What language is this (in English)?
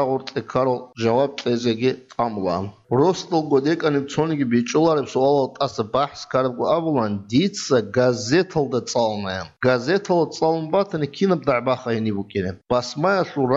Avaric